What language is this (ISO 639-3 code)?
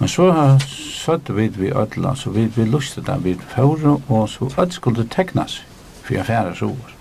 fao